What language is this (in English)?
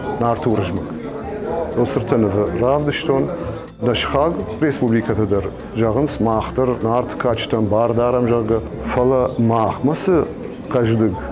Ossetic